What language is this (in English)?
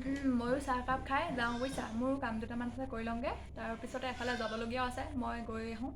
Assamese